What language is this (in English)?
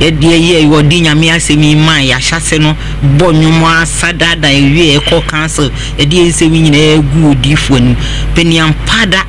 Akan